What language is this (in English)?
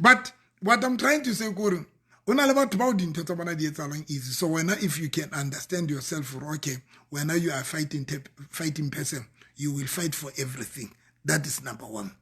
Southern Sotho